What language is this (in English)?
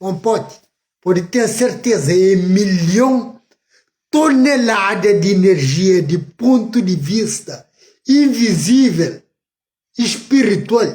Kabuverdianu